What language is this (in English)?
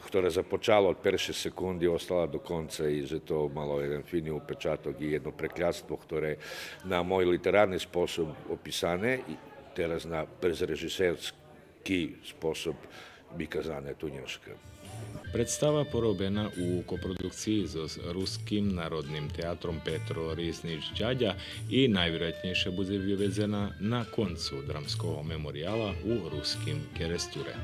Rusyn